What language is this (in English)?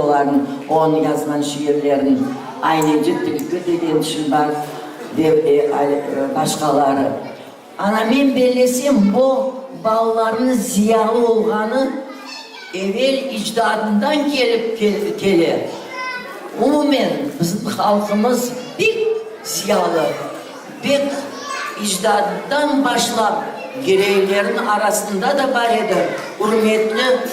Crimean Tatar